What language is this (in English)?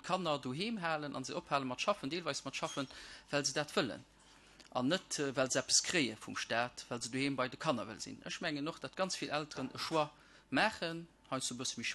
Luxembourgish